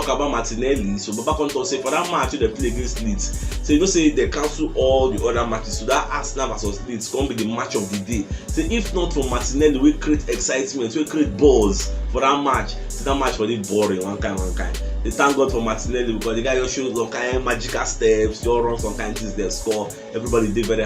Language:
Nigerian Pidgin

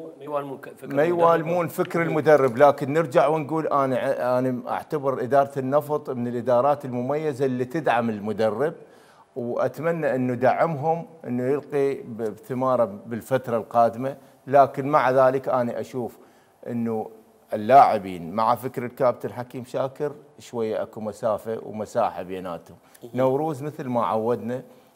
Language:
Mesopotamian Arabic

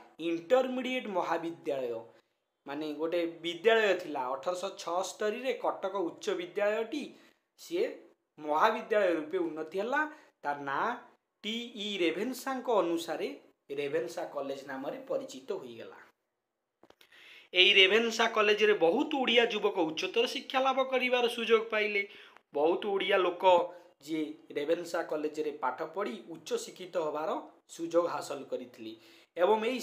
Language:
Odia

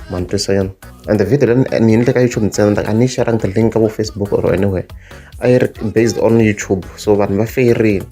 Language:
Tsonga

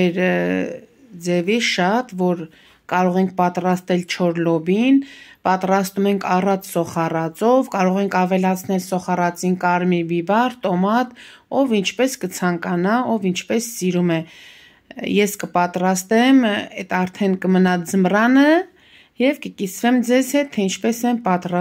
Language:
Armenian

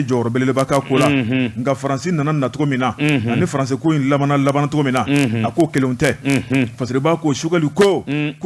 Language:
Bambara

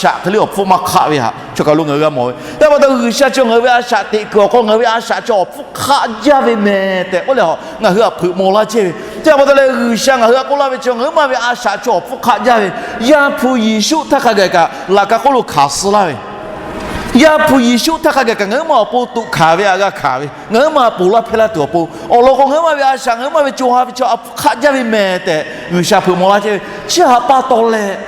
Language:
Lahu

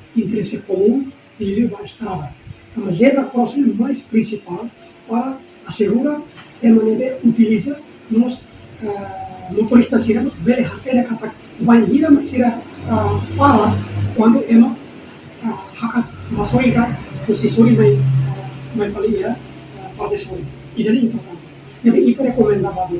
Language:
Tetum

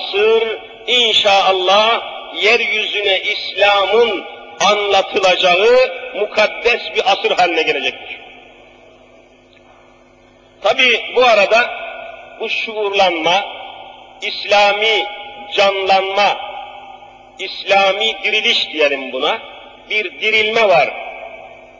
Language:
Turkish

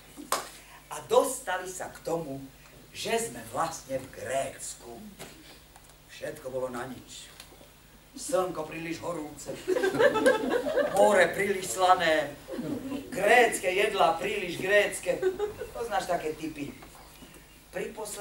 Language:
Slovak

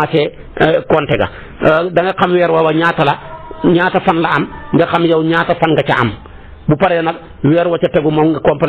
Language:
Wolof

